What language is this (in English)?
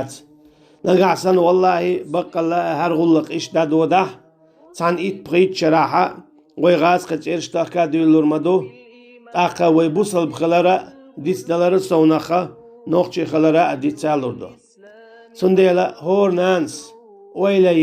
Chechen